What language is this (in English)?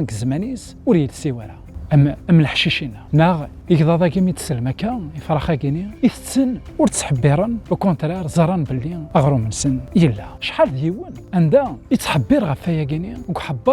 Kabyle